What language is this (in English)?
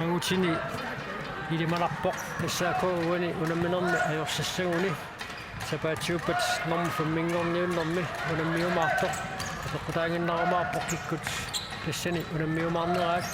Kalaallisut